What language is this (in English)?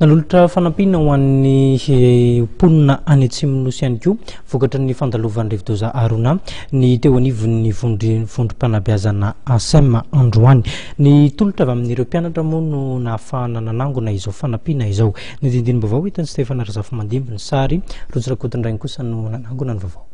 Malagasy